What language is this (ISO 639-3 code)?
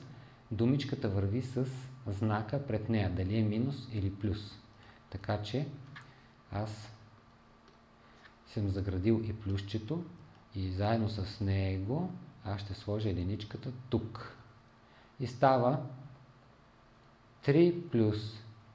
bul